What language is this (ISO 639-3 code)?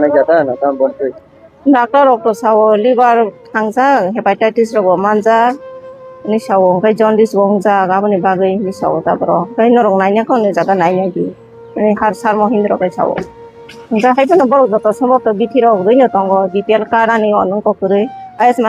trp